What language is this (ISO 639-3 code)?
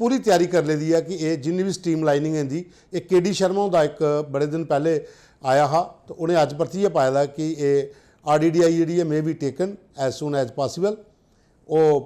doi